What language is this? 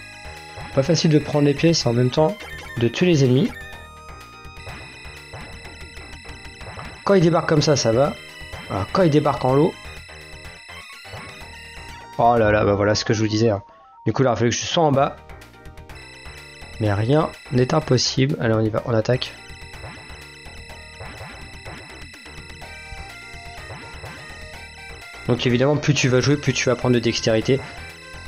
French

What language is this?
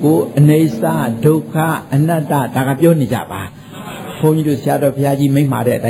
Burmese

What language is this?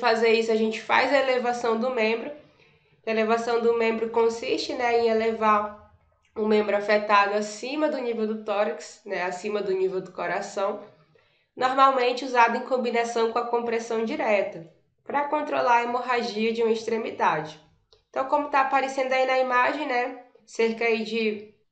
Portuguese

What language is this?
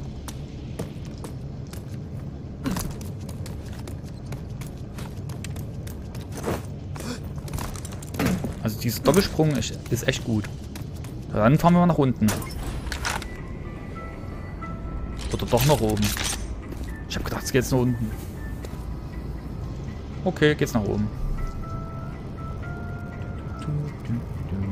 German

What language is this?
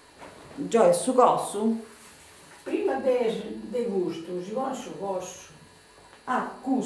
Sardinian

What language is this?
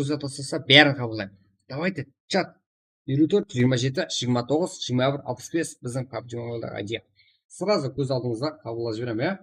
Kara-Kalpak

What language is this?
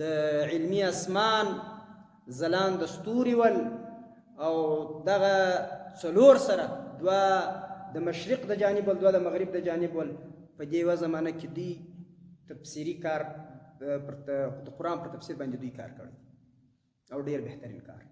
Pashto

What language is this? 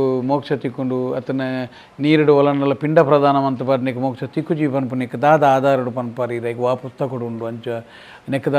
Tulu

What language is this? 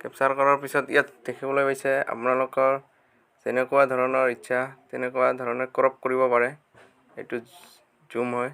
Assamese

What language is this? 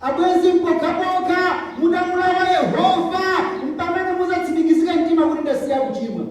Nyanja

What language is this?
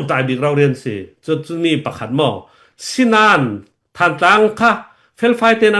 Falam Chin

